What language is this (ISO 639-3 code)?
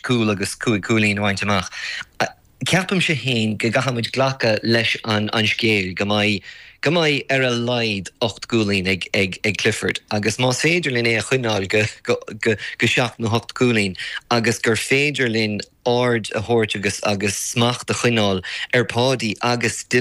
gle